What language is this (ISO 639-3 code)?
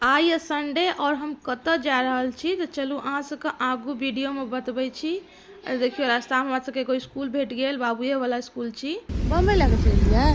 mai